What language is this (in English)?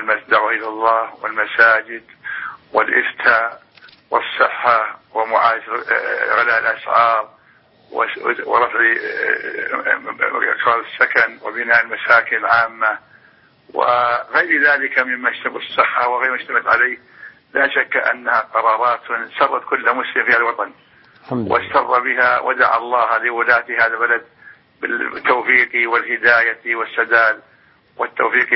Arabic